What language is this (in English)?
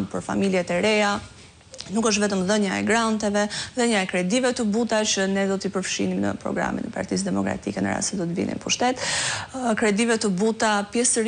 Albanian